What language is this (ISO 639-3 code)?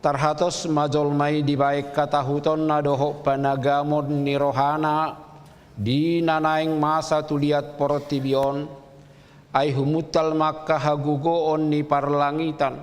bbc